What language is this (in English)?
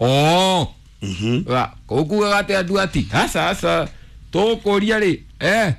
Kikuyu